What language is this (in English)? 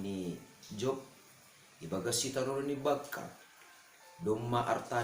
Batak Simalungun